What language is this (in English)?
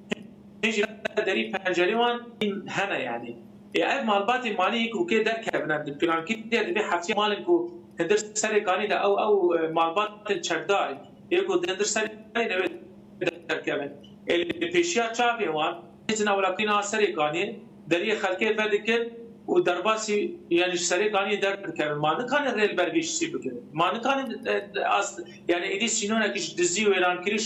Kurdish